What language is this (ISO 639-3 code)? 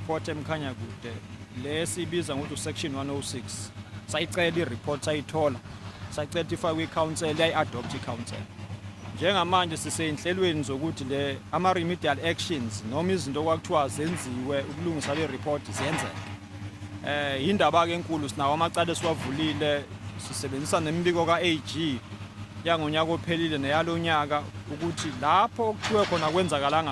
zul